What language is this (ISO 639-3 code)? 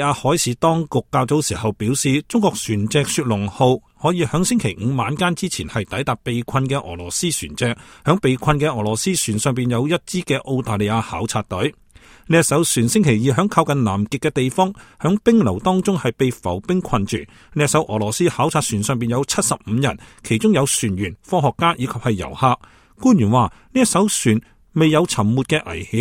yue